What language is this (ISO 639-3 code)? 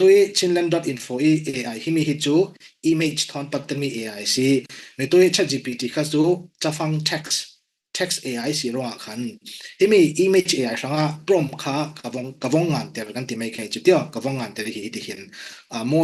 cfm